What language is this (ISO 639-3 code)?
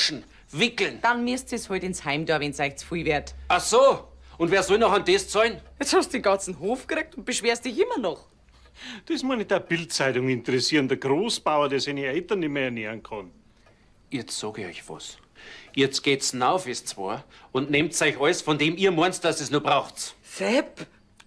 bar